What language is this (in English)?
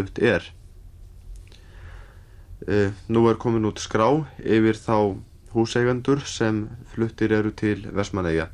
Icelandic